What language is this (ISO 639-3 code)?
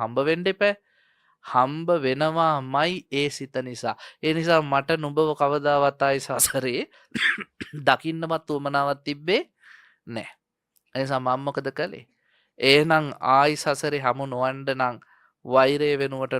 sin